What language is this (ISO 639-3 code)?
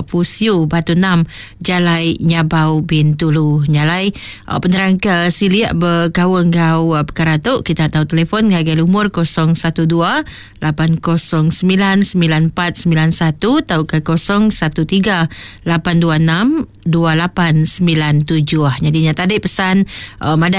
iba